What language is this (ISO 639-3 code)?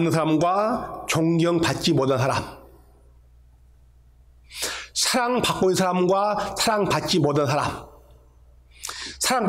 kor